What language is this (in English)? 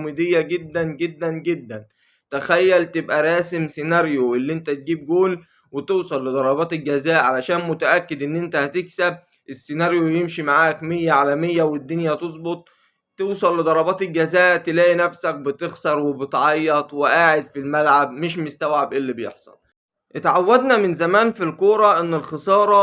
Egyptian Arabic